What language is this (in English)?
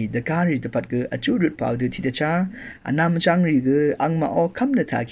Rawang